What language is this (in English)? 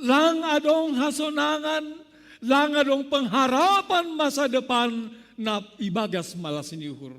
Batak Simalungun